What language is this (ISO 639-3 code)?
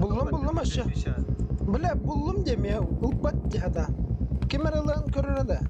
sah